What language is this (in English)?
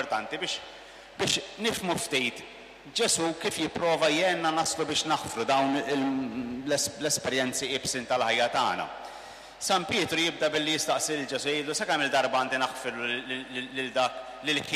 Maltese